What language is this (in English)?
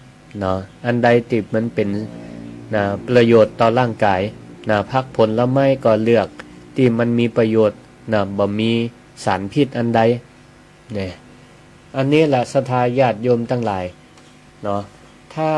Northern Thai